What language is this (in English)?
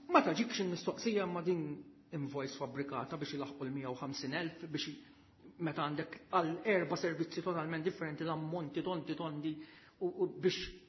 Maltese